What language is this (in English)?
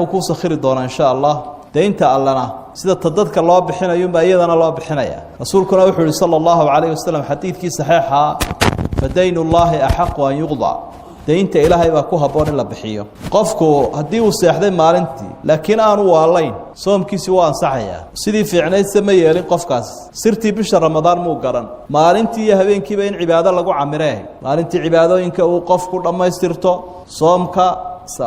Somali